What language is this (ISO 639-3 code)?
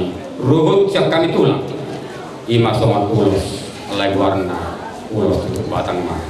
bbc